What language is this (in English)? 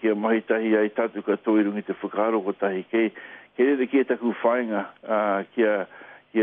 Māori